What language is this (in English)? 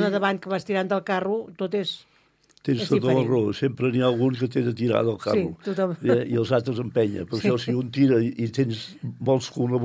Catalan